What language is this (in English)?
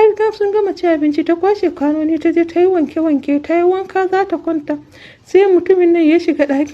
Hausa